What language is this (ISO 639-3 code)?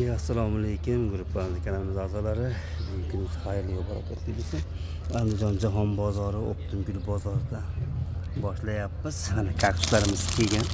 uzb